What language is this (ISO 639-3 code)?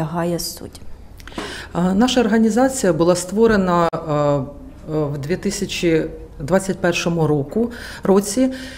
ukr